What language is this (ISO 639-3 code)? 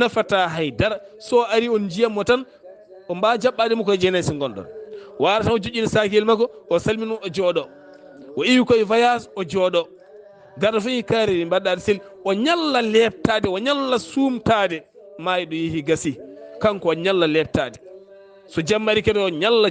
ful